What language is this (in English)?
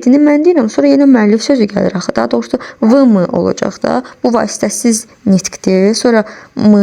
Azerbaijani